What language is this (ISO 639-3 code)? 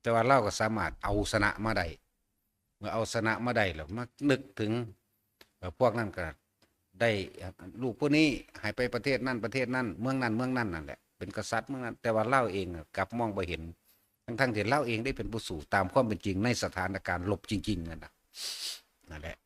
tts